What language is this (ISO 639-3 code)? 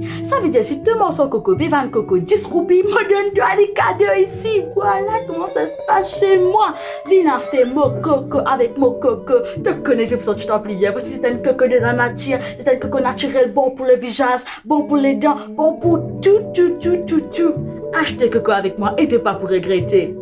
mfe